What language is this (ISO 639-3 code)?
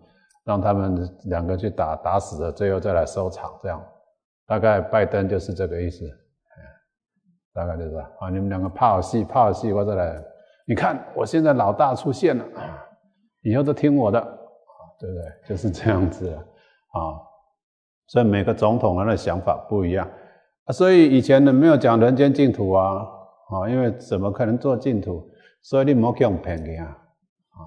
zho